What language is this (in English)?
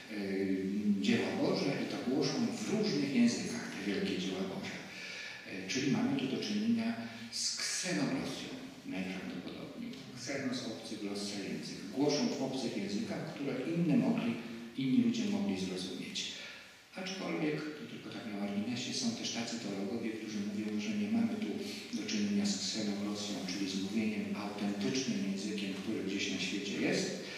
Polish